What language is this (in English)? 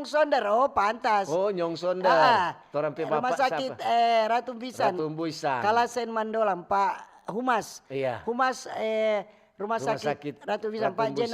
Manado Malay